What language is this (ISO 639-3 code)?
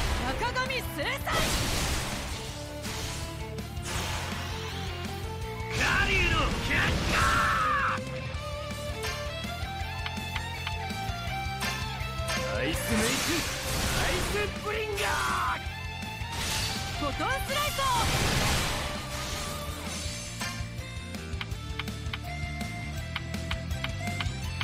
jpn